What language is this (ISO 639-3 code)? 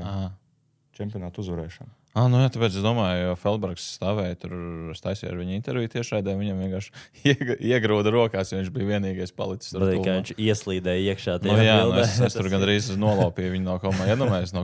lav